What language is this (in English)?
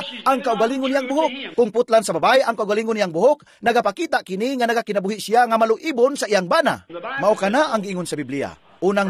Cebuano